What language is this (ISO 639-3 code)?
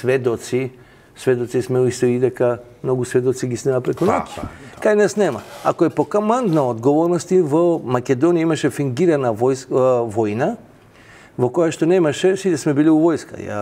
mkd